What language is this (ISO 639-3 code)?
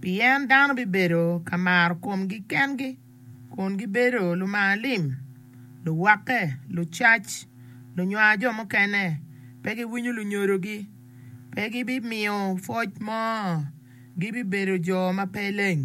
ach